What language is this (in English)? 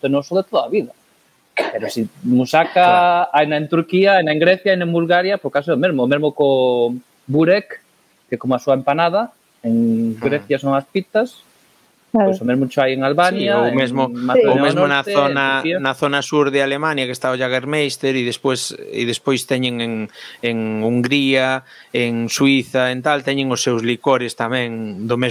Galician